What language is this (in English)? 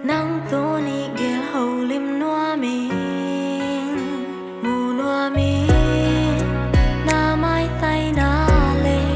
Tedim Chin